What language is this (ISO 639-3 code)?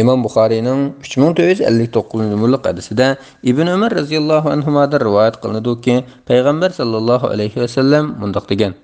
uig